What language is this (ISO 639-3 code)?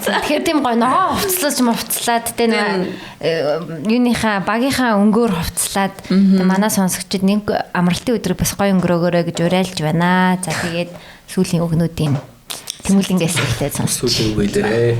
mon